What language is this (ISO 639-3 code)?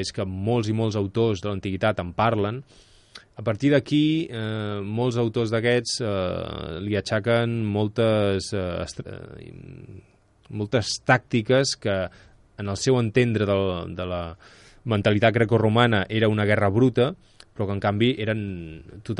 cat